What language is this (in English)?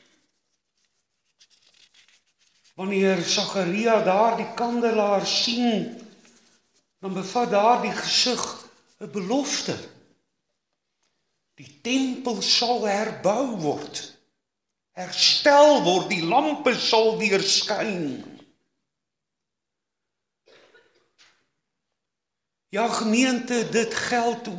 Afrikaans